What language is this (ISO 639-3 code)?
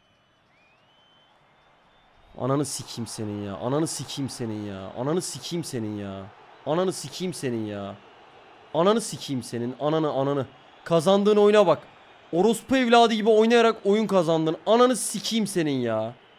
tur